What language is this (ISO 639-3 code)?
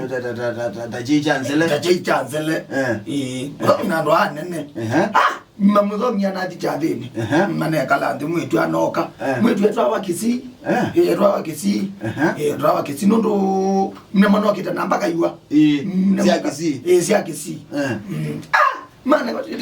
kam